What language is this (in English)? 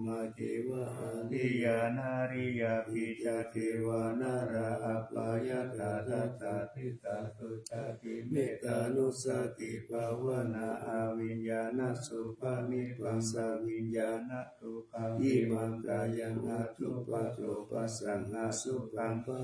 Pali